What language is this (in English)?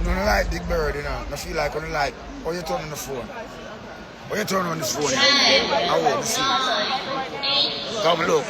Jamaican Creole English